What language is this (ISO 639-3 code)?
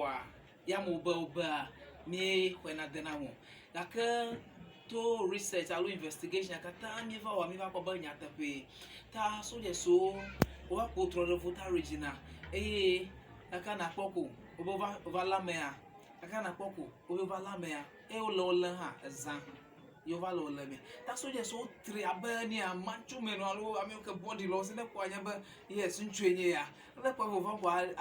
ewe